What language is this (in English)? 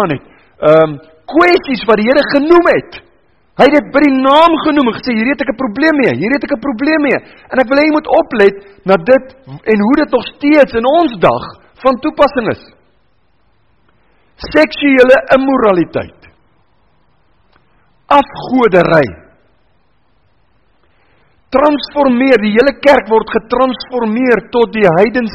Afrikaans